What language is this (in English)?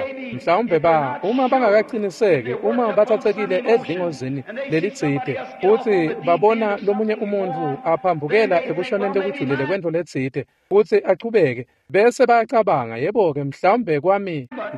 Swati